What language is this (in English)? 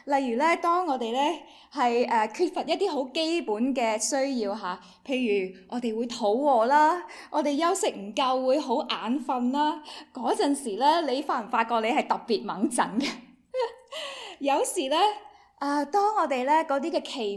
Cantonese